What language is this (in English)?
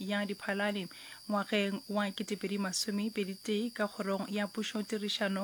Northern Sotho